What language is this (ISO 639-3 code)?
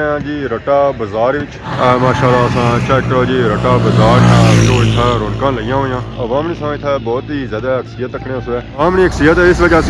phr